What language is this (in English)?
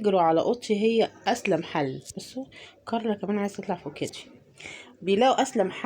Egyptian Arabic